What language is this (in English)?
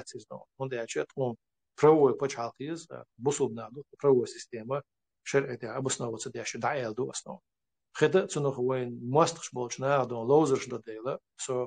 Chechen